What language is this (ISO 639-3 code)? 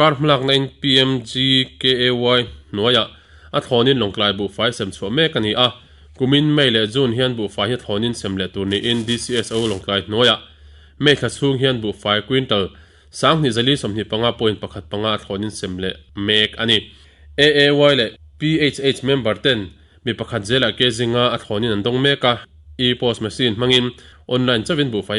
lus